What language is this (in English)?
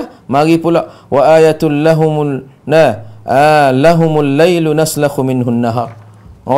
Malay